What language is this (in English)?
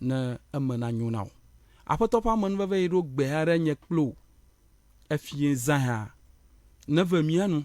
Ewe